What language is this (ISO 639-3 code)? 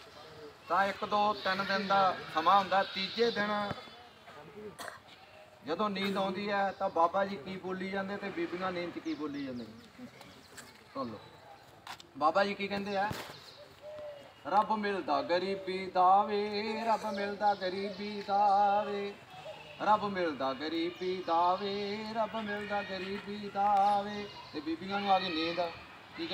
pan